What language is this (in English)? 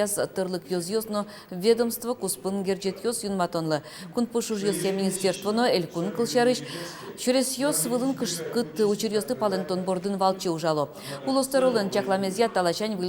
Udmurt